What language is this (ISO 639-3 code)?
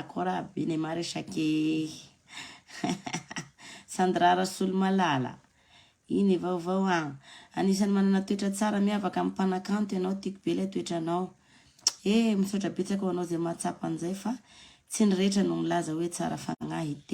mlg